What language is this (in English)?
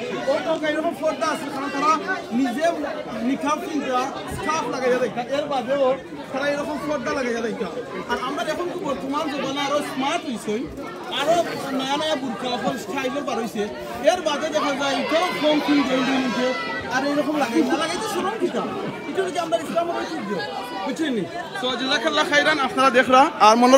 Sylheti